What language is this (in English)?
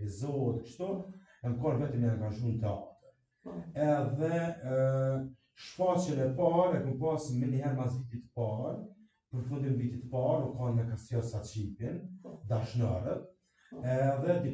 Albanian